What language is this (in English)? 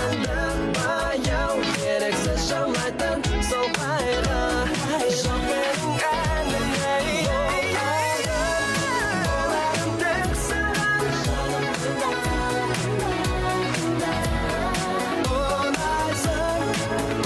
Kazakh